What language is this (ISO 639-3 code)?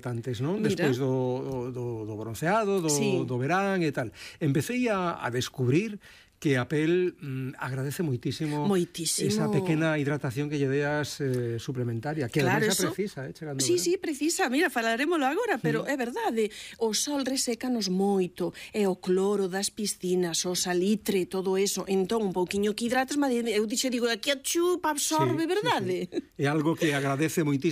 glg